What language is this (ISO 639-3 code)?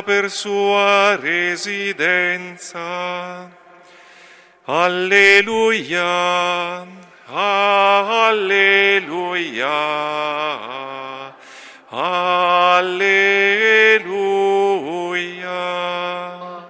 ita